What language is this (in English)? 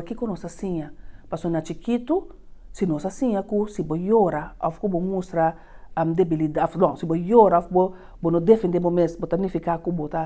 Papiamento